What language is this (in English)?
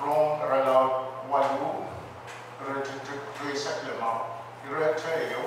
Pohnpeian